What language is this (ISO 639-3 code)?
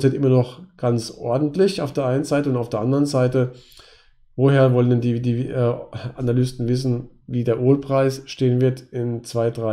deu